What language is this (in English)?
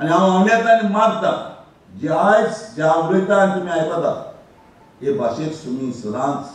Konkani